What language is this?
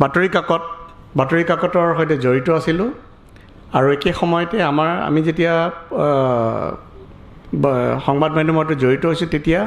Assamese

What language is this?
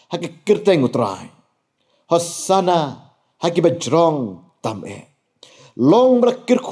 Khasi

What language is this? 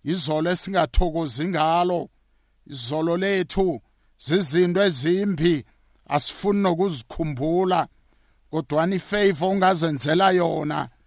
South Ndebele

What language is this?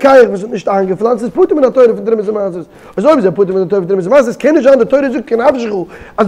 Yiddish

